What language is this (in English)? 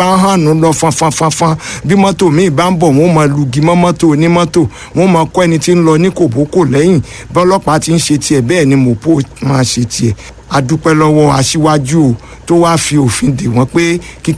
Yoruba